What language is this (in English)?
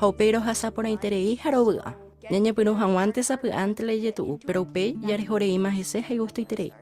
Guarani